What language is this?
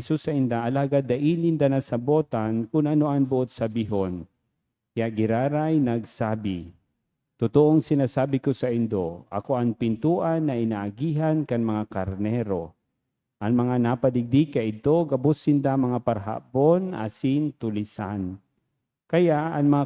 Bikol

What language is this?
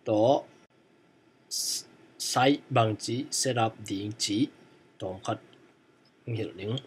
Tedim Chin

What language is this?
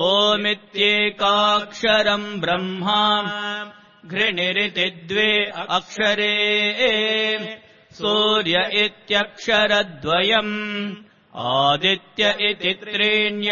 Sanskrit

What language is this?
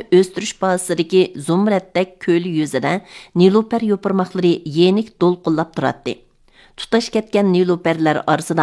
Uyghur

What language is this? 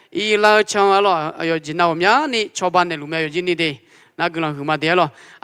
Akha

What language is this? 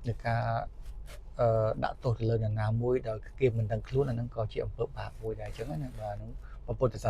Khmer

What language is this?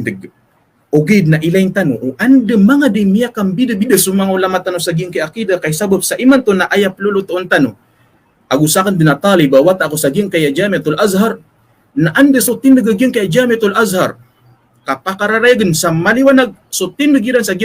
Maranao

